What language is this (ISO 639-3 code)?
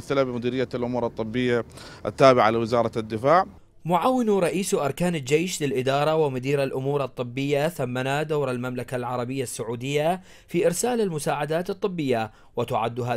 ara